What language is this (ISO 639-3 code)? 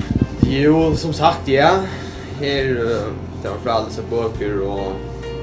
fao